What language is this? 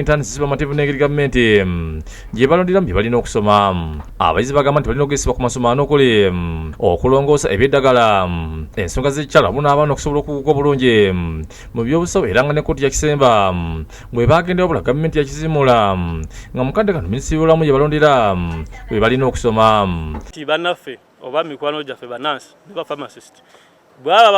Ganda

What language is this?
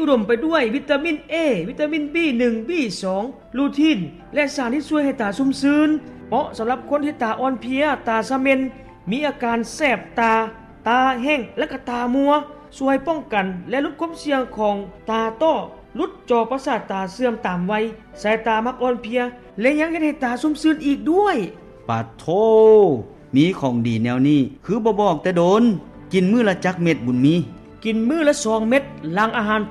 Lao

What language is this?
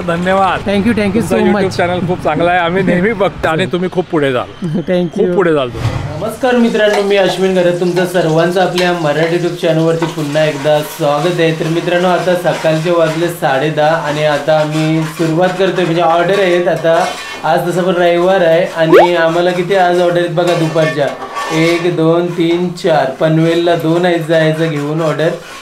Marathi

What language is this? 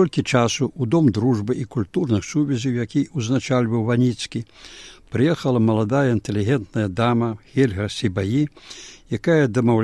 Belarusian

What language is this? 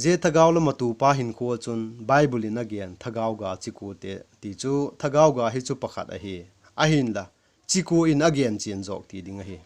Vaiphei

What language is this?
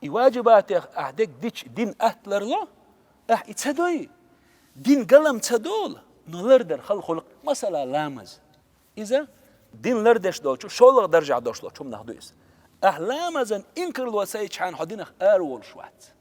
Chechen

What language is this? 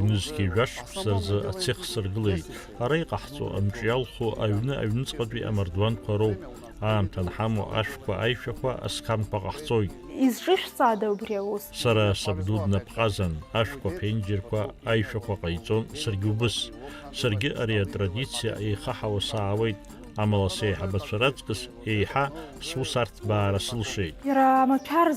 Abkhazian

